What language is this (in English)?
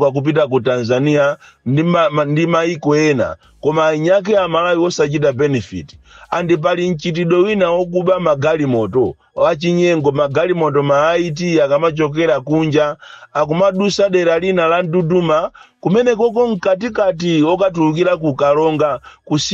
Nyanja